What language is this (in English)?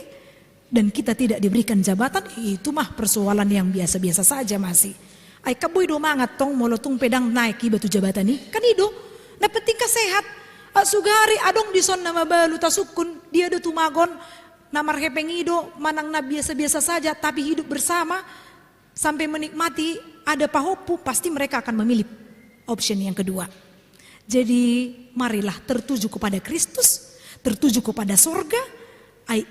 Batak Toba